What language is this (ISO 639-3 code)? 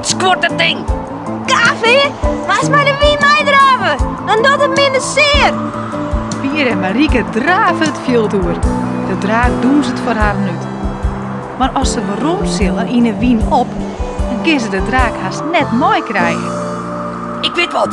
fry